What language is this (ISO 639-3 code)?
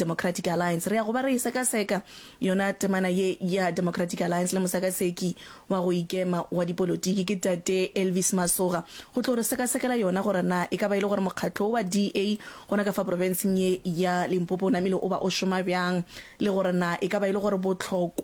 nso